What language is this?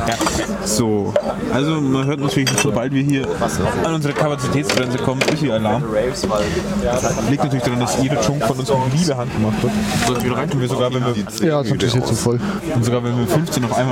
German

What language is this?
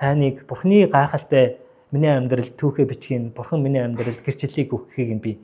Mongolian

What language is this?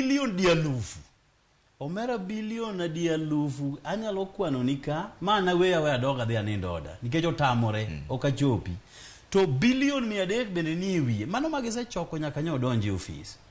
Luo (Kenya and Tanzania)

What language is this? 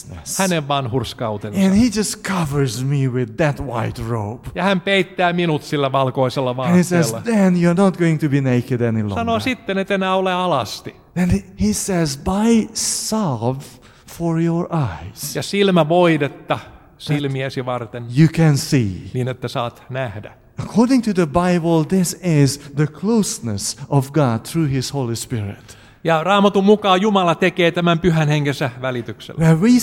Finnish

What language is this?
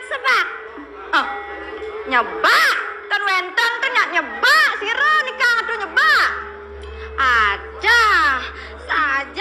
Balinese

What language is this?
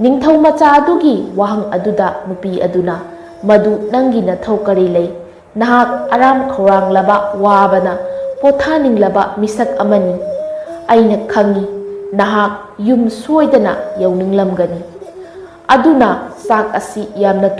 Manipuri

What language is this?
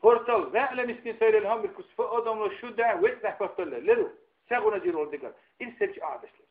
Dargwa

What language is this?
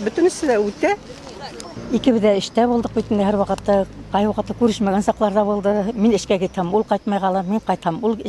Bashkir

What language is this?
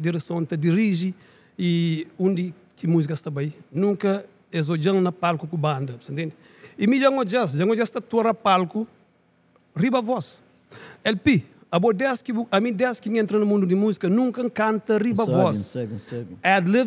Kabuverdianu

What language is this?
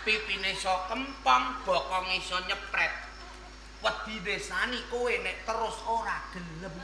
Javanese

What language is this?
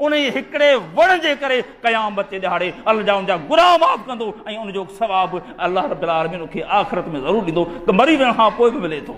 Sindhi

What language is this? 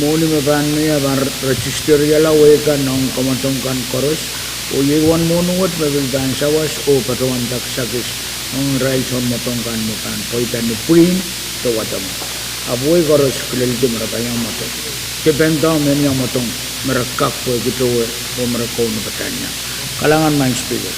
Pohnpeian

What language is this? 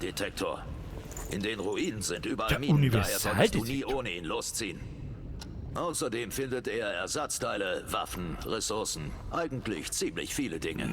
Bavarian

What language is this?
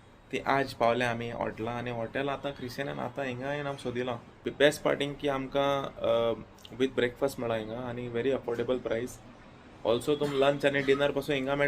Konkani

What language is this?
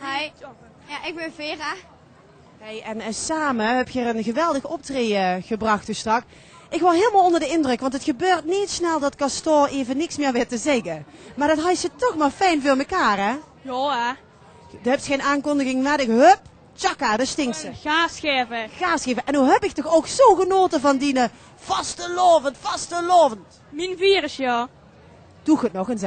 Limburgish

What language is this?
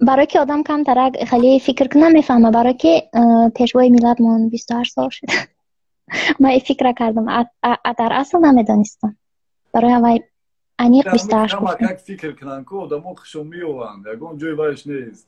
Tajik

